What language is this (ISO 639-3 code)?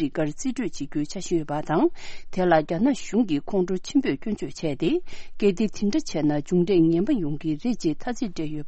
bod